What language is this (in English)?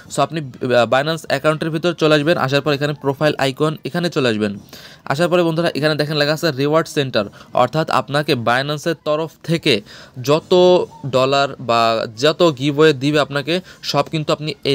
Bangla